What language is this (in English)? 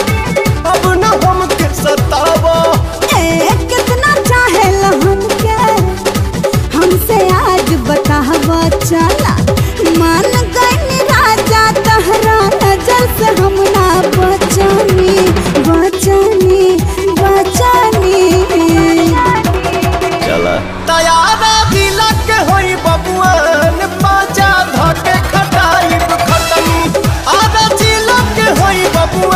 Bhojpuri